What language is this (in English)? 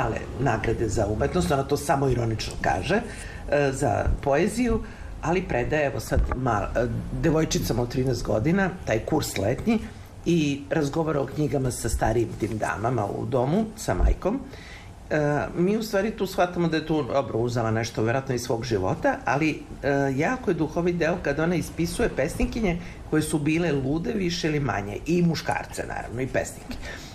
Serbian